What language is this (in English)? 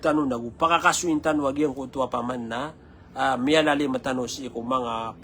Maranao